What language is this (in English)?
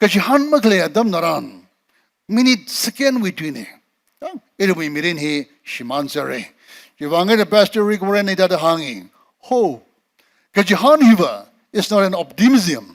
Tangkhul Naga (India)